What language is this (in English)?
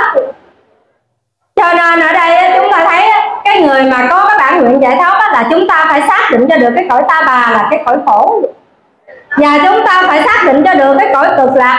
Vietnamese